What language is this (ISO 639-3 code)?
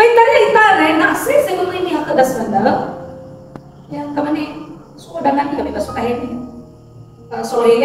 nia